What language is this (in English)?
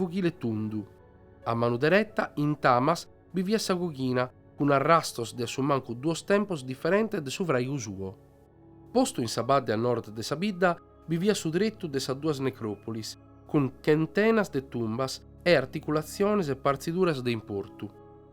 Sardinian